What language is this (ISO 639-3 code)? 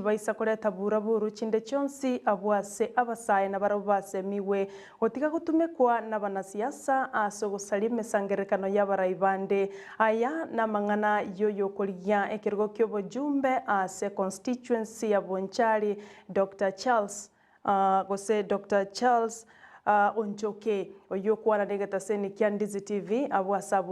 guz